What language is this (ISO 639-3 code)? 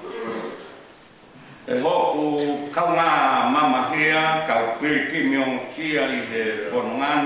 ton